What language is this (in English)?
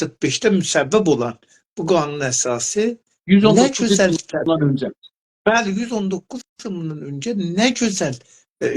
South Azerbaijani